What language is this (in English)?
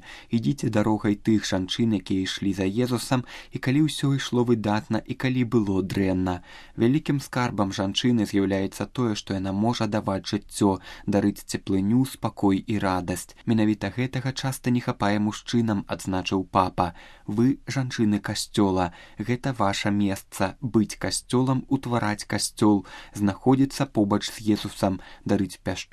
Belarusian